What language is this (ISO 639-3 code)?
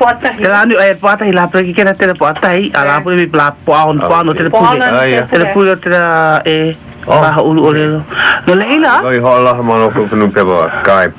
haw